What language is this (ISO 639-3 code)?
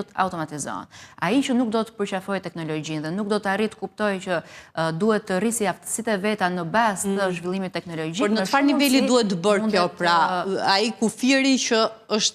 sqi